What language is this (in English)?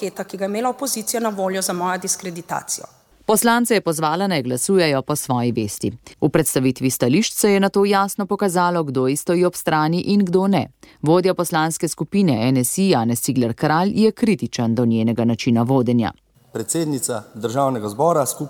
Slovenian